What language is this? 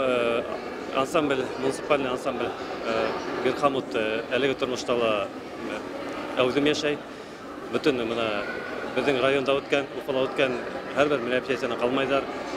Bashkir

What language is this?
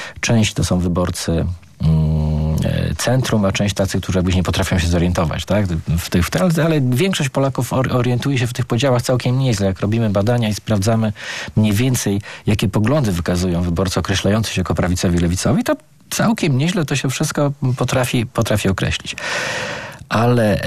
Polish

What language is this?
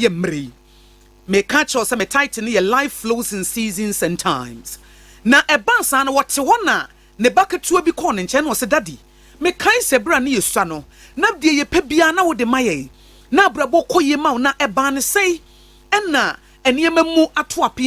Akan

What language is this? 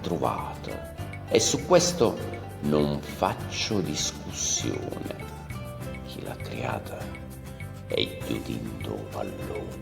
Neapolitan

